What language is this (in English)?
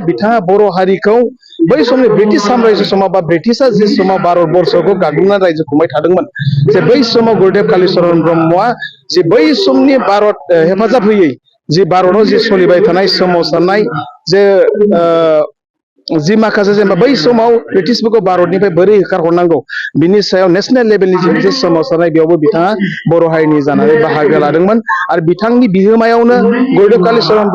Bodo